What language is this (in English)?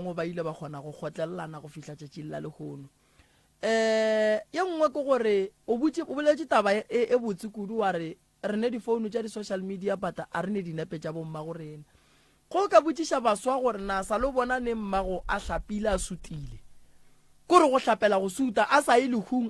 Northern Sotho